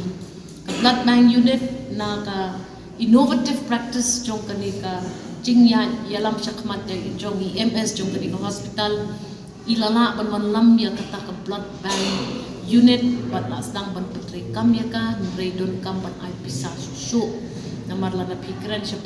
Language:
Khasi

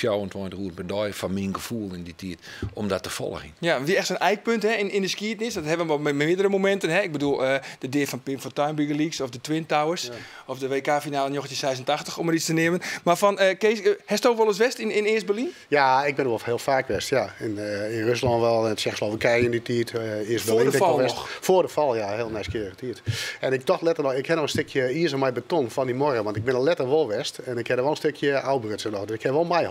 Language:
Western Frisian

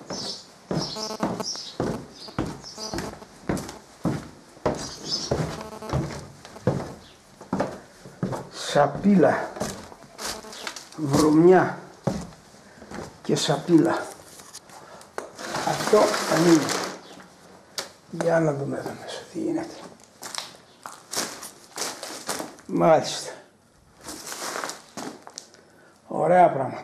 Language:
Greek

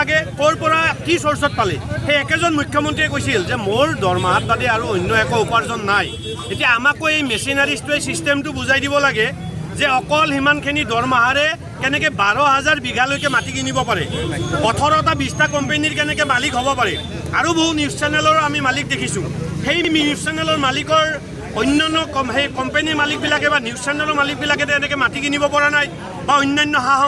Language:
Assamese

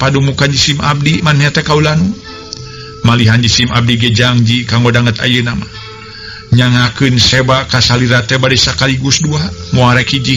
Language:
Sundanese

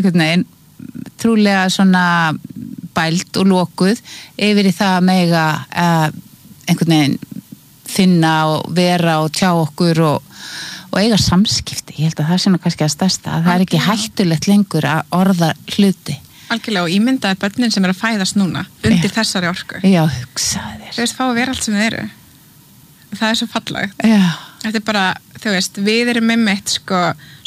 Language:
Icelandic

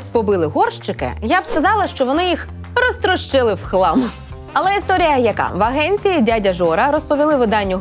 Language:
Ukrainian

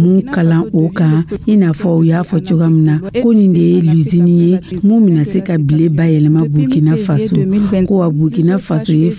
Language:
Dyula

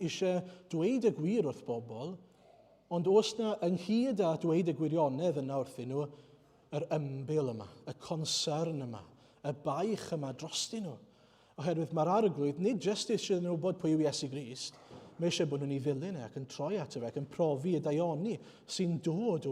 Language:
Welsh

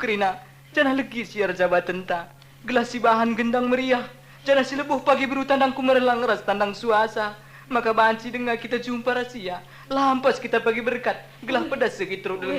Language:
Batak Karo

